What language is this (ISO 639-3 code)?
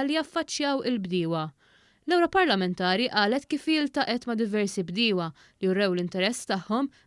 mlt